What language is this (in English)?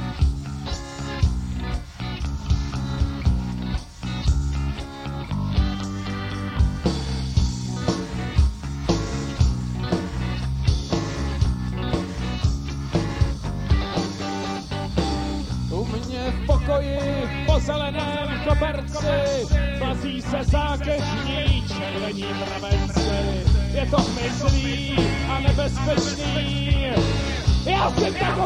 Czech